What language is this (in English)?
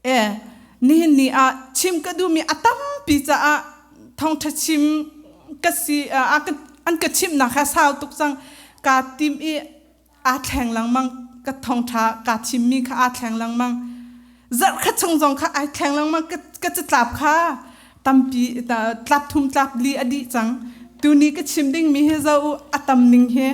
Hakha Chin